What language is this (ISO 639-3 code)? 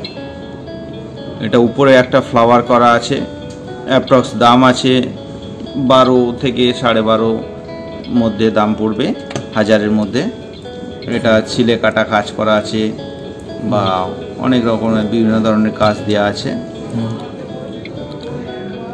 ben